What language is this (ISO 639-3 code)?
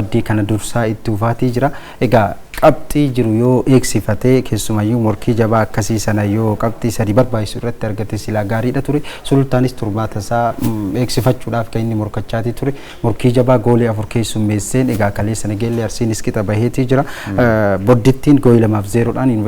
orm